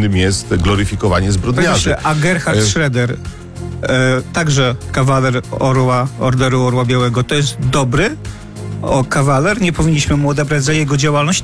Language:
Polish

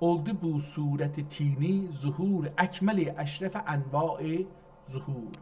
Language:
South Azerbaijani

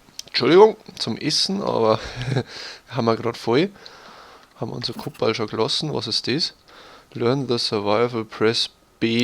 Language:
Bavarian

